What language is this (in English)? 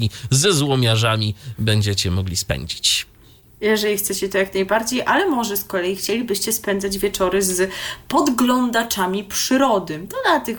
Polish